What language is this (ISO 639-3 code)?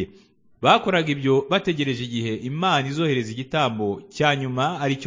kin